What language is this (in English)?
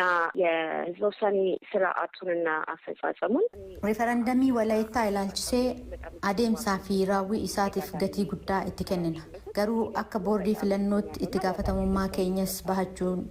Oromo